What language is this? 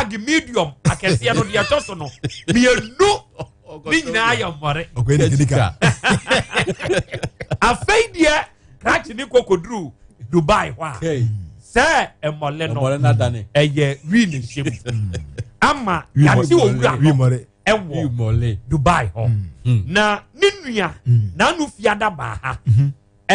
Akan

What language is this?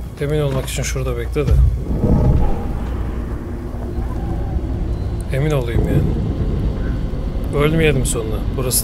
Turkish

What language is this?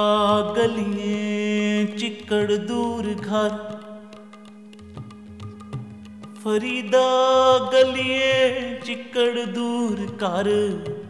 Punjabi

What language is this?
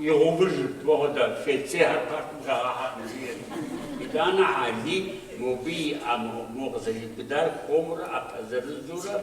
Kabardian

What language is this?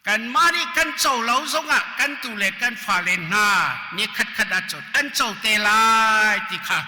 Hakha Chin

